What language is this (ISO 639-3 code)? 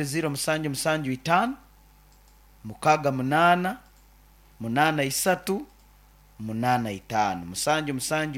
nyo